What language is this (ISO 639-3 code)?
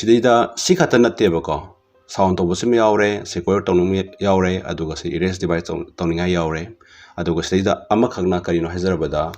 mni